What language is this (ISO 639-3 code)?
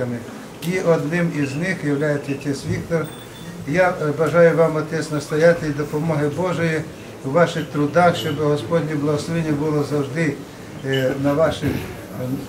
ukr